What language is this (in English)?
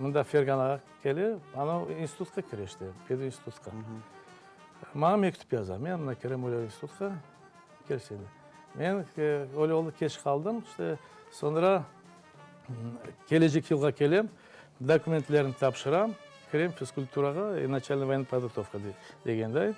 Crimean Tatar